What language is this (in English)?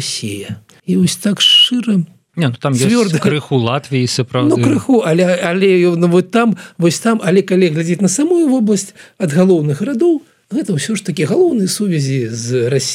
Belarusian